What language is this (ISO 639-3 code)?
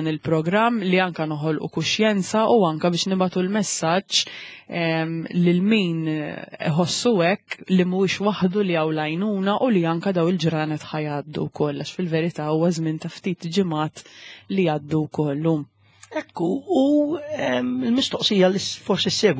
mlt